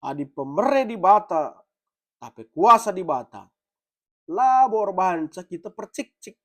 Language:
Batak Karo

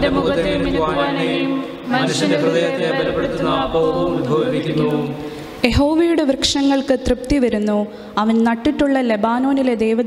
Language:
Malayalam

